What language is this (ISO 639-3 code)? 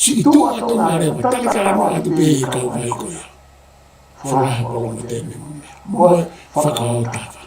ton